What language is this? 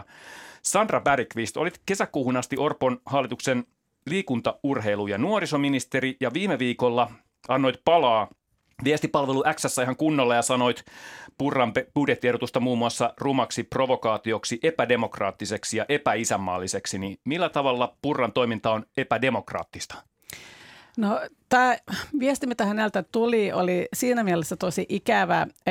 Finnish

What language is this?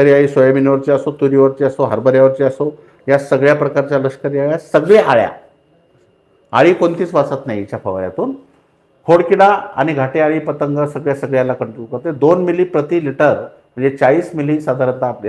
Marathi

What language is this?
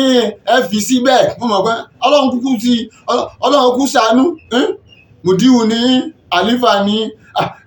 Yoruba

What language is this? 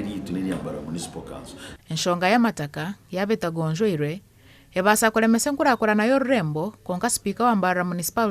Nyankole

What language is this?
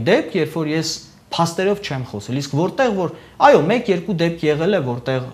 Armenian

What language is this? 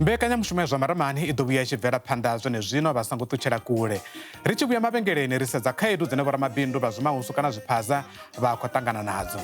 Venda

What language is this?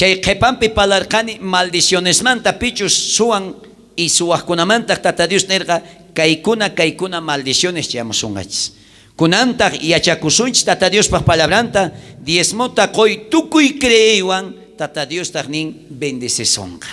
South Bolivian Quechua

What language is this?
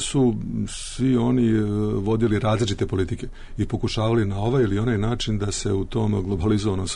Serbian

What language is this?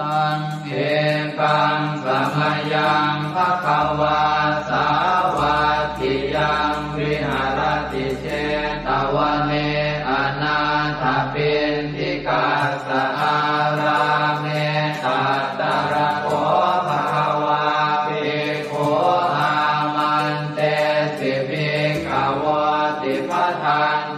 Pali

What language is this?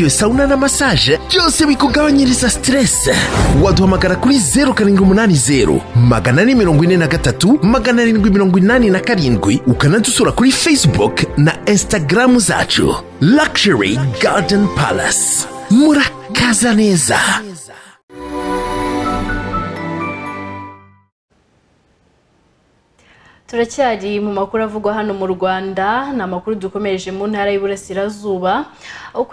Kinyarwanda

